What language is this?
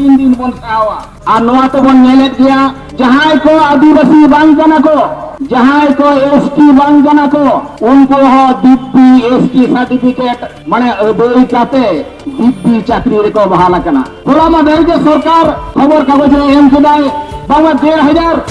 Santali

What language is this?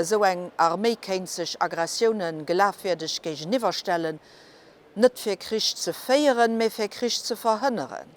Luxembourgish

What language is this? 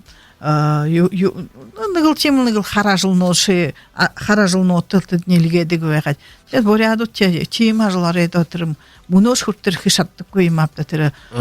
Buriat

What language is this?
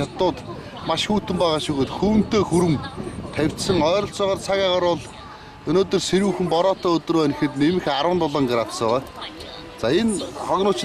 Mongolian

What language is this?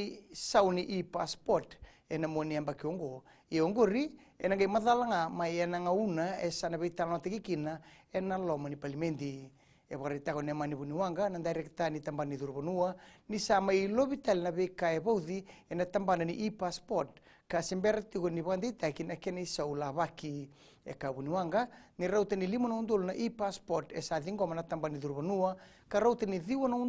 Fijian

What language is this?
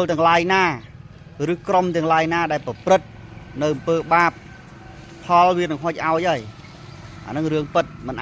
Khmer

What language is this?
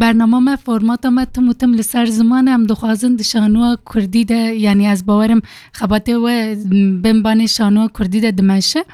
Kurdish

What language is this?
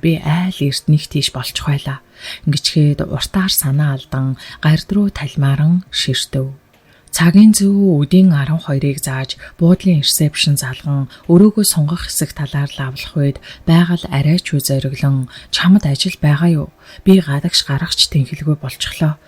Mongolian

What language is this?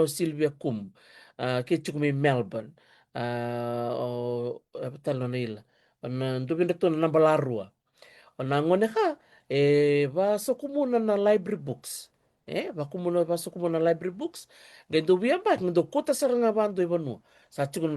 Fijian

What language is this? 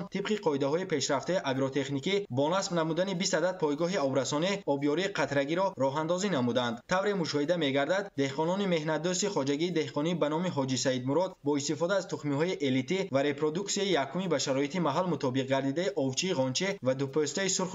Tajik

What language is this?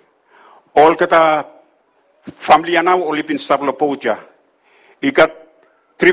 Bislama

